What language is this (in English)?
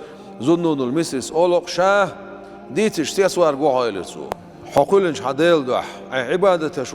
Chechen